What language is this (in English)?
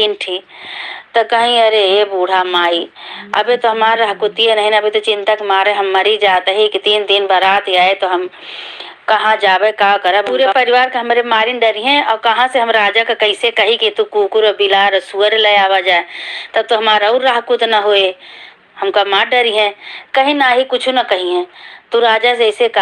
Awadhi